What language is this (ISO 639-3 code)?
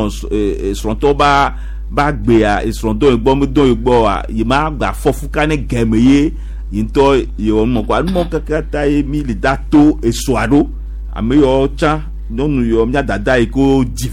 gej